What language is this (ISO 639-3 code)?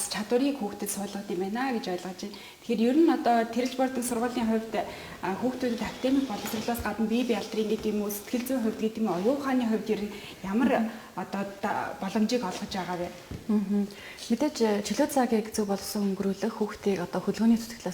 mon